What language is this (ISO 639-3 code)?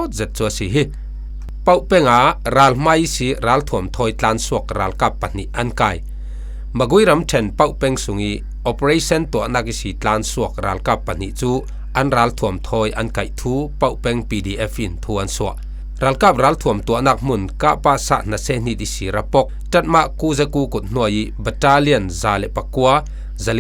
cfm